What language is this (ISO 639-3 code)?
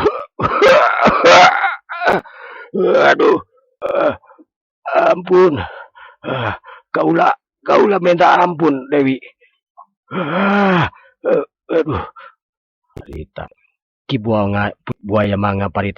sun